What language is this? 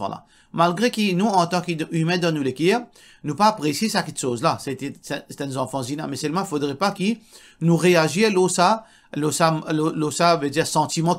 Morisyen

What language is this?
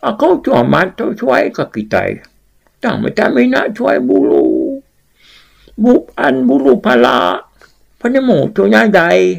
Iban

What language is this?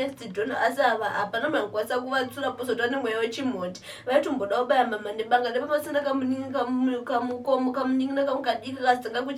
Shona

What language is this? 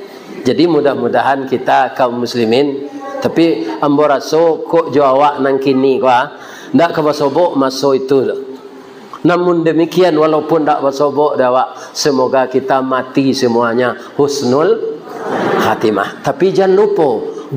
Minangkabau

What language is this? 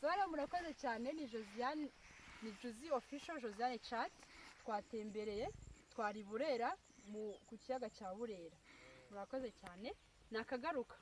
Kinyarwanda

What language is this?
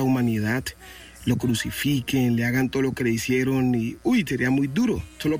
Spanish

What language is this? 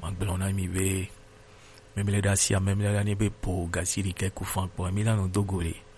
Gen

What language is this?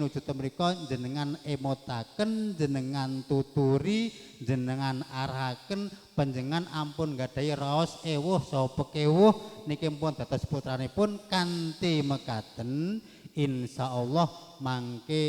Javanese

